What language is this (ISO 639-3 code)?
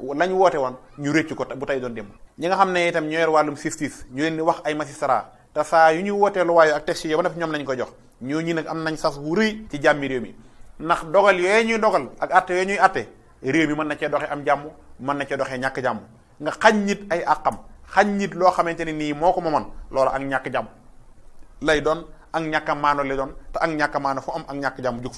wol